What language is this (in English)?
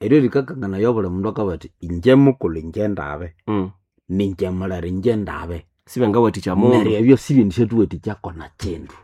Nande